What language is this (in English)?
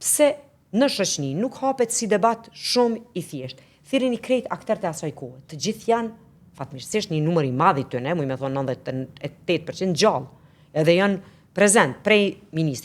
Albanian